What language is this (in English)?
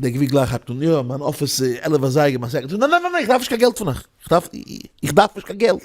Yiddish